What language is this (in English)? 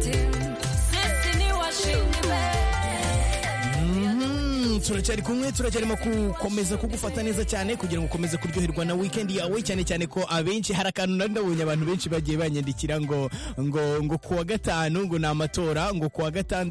Kinyarwanda